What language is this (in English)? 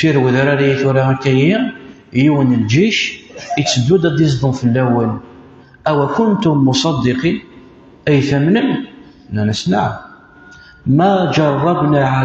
Kabyle